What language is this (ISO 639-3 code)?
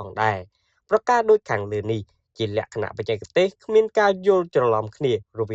khm